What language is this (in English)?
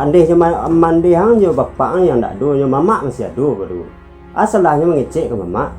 Minangkabau